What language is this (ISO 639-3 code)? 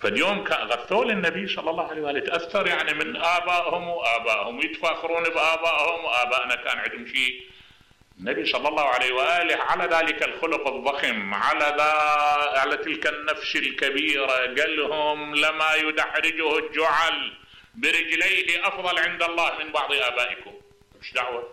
acm